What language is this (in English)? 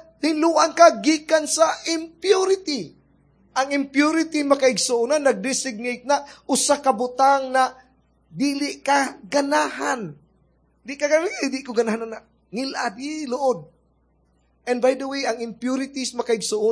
Cebuano